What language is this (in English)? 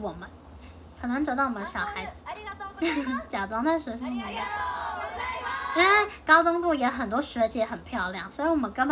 Chinese